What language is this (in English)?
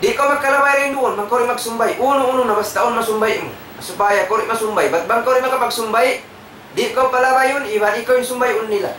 Tausug